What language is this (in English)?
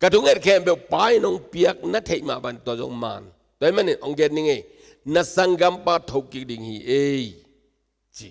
Tedim Chin